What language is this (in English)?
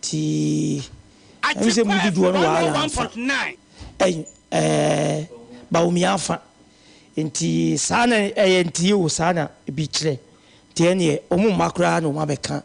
Akan